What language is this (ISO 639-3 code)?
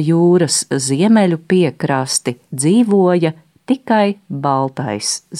lav